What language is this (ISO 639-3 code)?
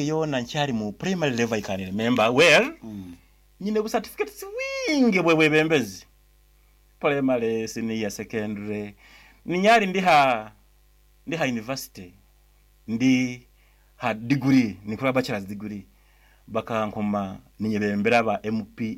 nyn